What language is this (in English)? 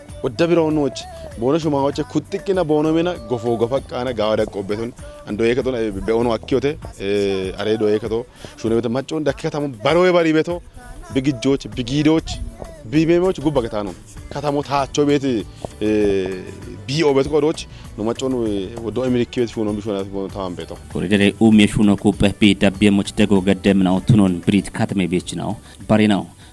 Kafa